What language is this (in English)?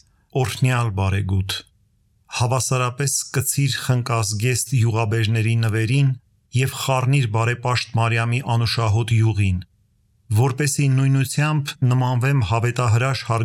Armenian